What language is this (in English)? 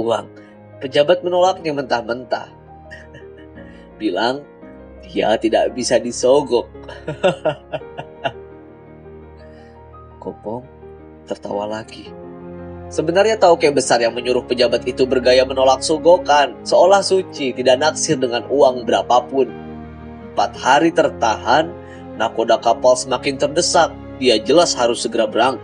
Indonesian